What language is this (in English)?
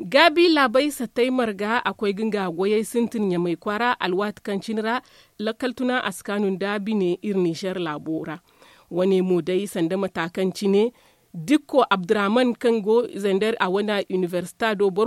Zarma